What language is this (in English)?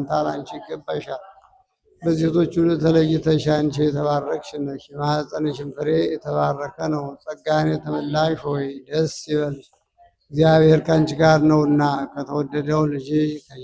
Amharic